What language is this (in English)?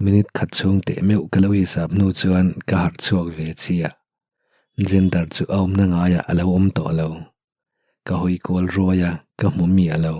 Mizo